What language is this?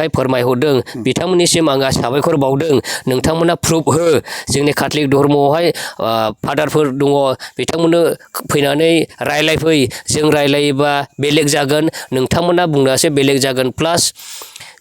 Bodo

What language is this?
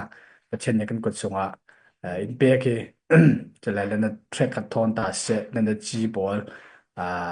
Falam Chin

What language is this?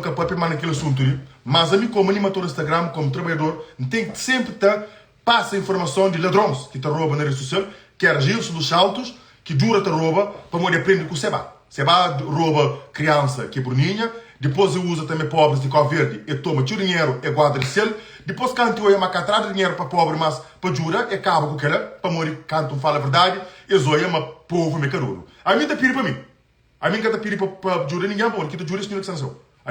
Kabuverdianu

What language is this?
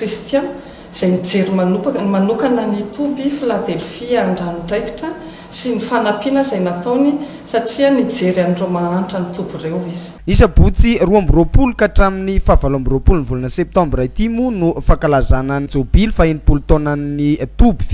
Malagasy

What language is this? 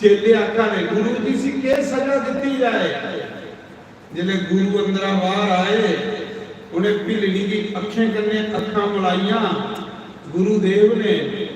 Dogri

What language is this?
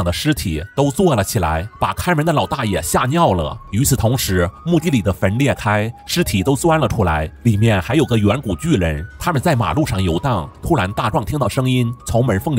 Chinese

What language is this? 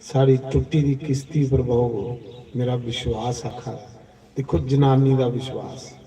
Dogri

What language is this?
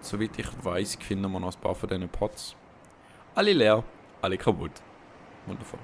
Swiss German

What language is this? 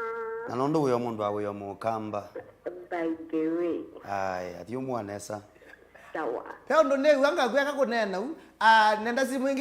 Kamba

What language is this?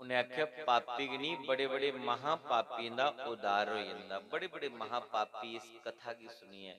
Dogri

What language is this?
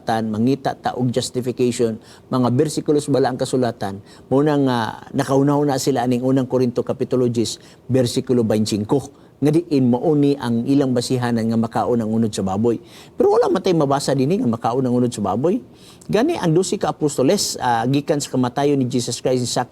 Cebuano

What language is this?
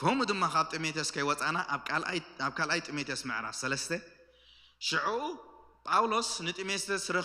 Tigrinya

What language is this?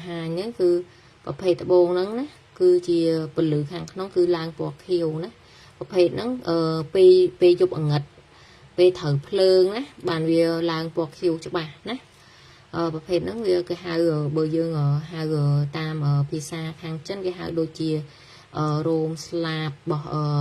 Khmer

